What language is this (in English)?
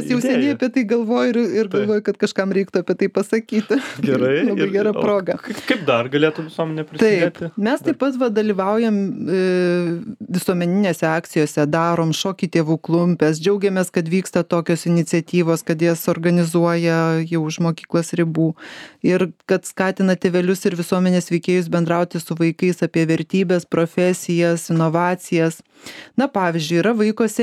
Lithuanian